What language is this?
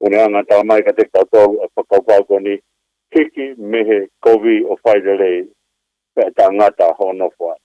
Tongan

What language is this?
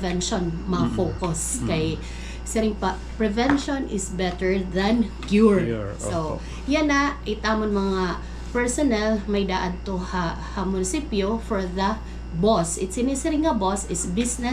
Waray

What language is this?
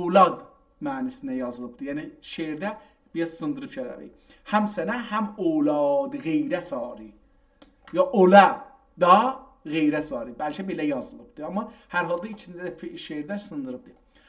South Azerbaijani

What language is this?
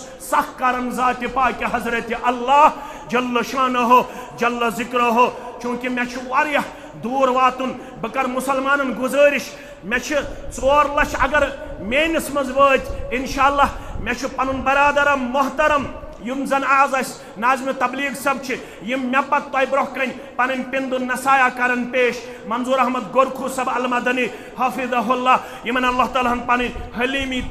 Kashmiri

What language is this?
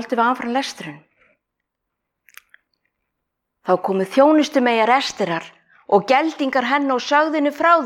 Icelandic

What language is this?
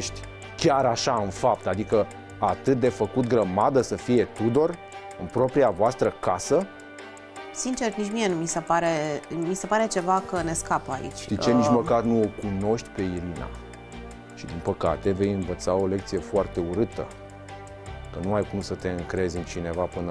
Romanian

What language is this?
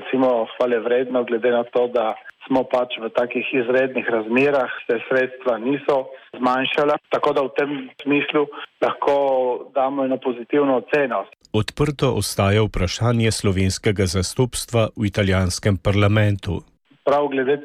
Slovenian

